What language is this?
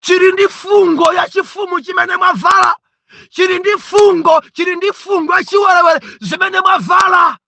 Nyanja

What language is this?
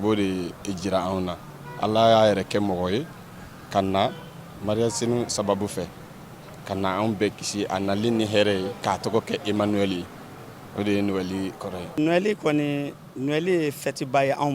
Bambara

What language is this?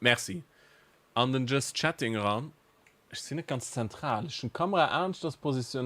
Luxembourgish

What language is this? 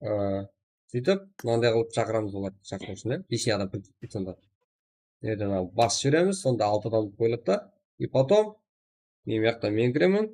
Kara-Kalpak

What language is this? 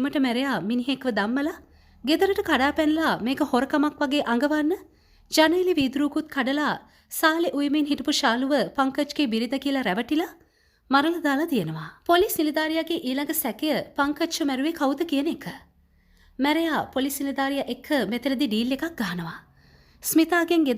Sinhala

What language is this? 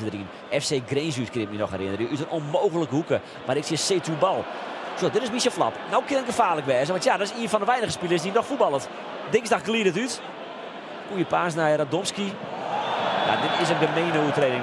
Western Frisian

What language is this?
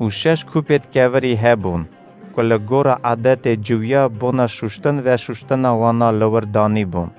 Kurdish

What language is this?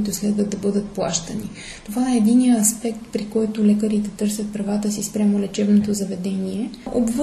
Bulgarian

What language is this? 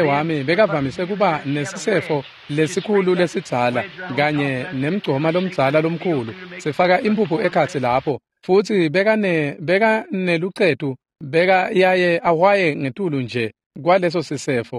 Swati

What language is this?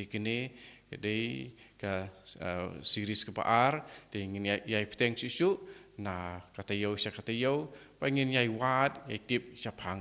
Khasi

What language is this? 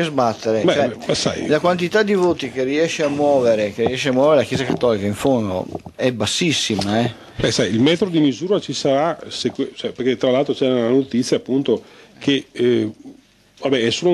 Italian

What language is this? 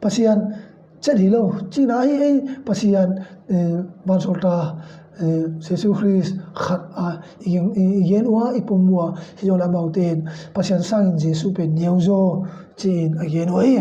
Tedim Chin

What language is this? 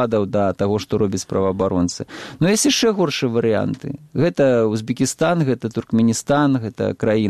Belarusian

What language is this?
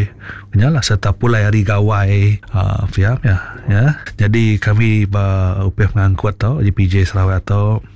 Iban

